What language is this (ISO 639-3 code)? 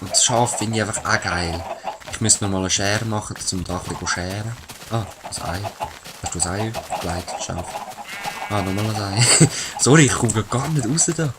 gsw